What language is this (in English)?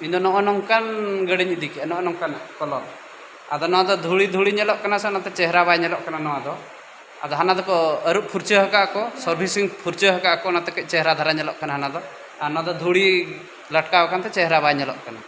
Santali